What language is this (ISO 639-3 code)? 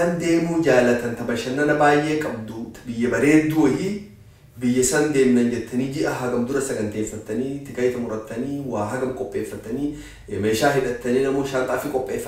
orm